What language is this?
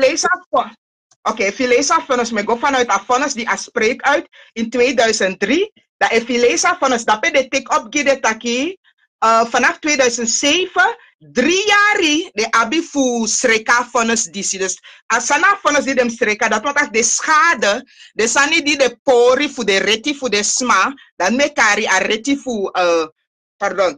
Sranan Tongo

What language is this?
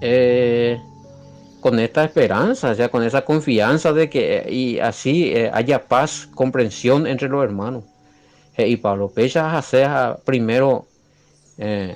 Guarani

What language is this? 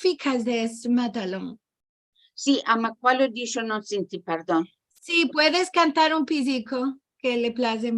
Ladino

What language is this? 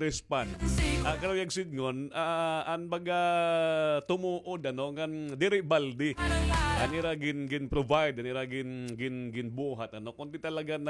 Waray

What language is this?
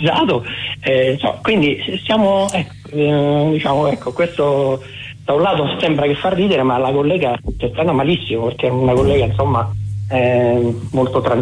Italian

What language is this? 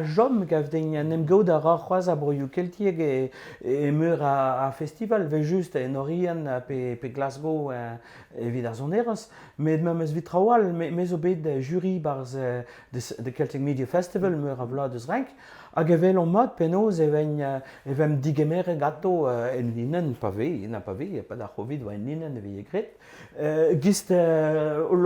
Breton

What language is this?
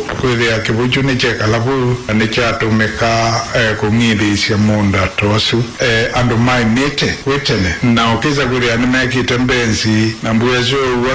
Kamba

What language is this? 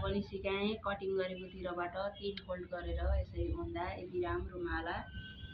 Nepali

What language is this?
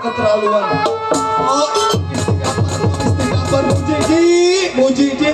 Betawi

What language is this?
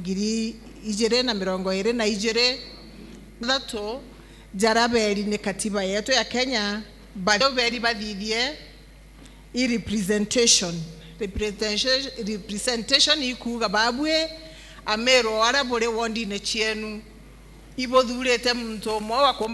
Meru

